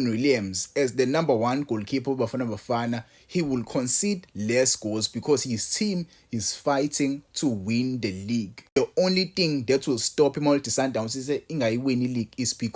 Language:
Zulu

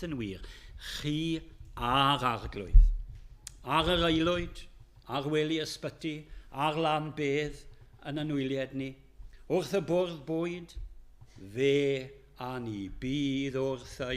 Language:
Welsh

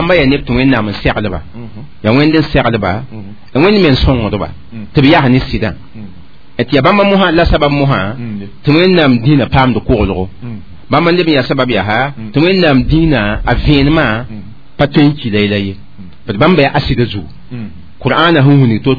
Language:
Mossi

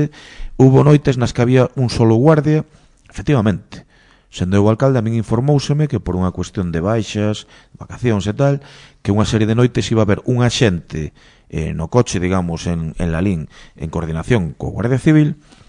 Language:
Galician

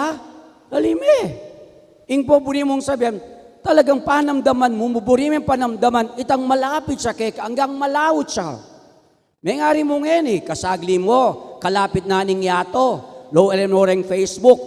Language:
Pampanga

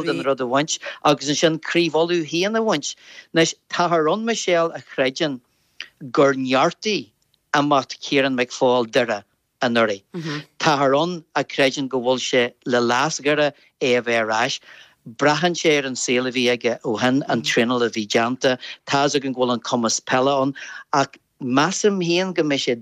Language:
Irish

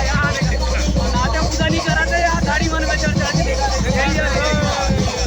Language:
Chhattisgarhi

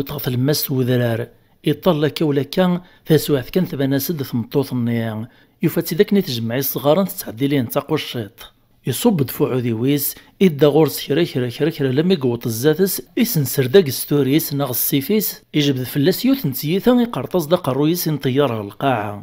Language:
Kabyle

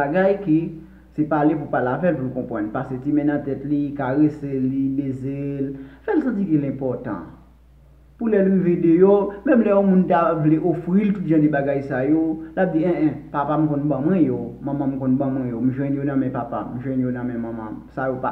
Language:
Haitian Creole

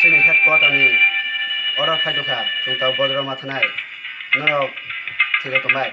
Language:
Kok Borok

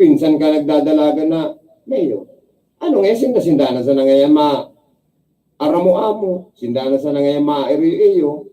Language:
Bikol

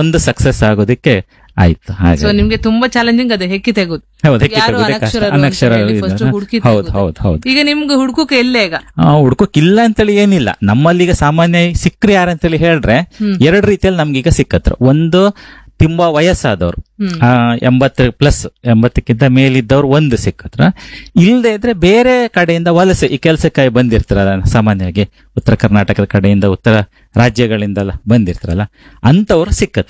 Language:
Kannada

